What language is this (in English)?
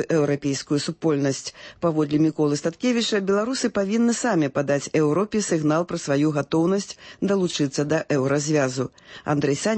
Belarusian